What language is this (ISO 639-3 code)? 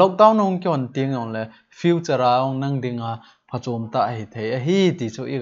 tcz